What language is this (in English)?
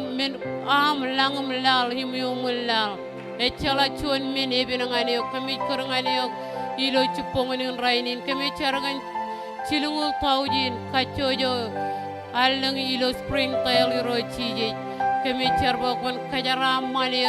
Marshallese